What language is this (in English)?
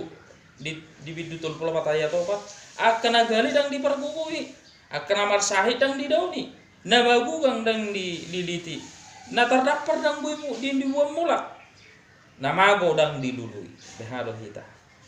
Batak Toba